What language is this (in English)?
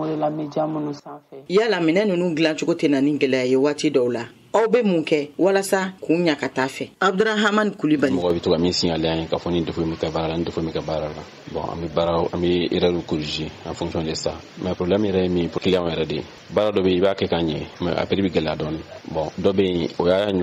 Bambara